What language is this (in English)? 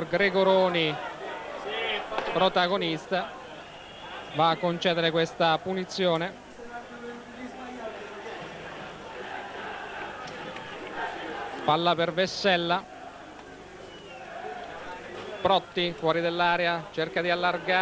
Italian